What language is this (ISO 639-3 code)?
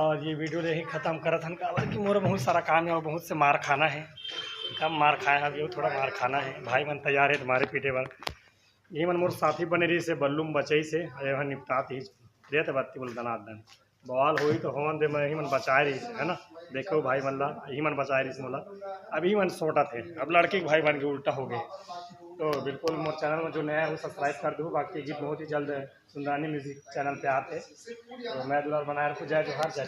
hne